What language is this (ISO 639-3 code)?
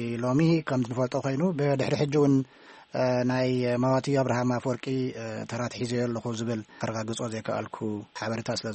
tir